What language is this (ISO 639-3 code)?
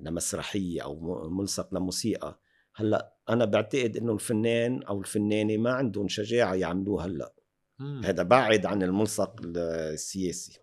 apc